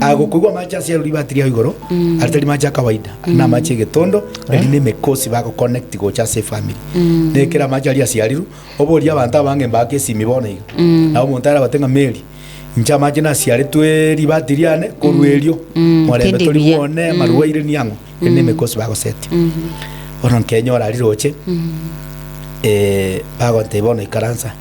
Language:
Gusii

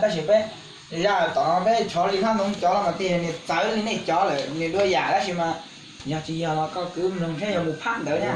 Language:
Hmong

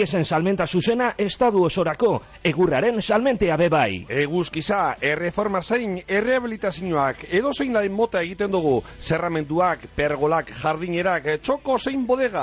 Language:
Basque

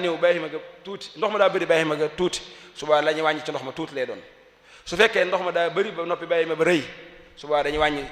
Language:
Wolof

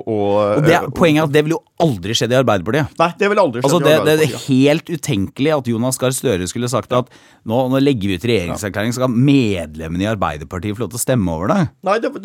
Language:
Norwegian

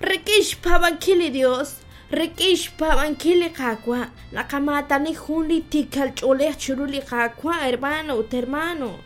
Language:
Kekchí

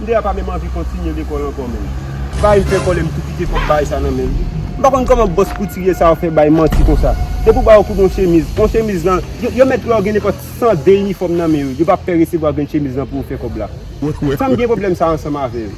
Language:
Haitian Creole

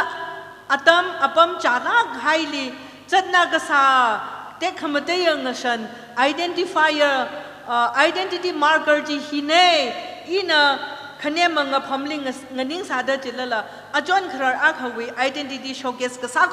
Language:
Tangkhul Naga (India)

